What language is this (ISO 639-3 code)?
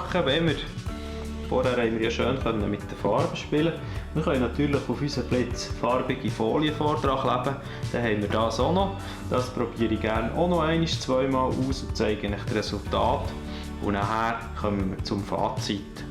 gsw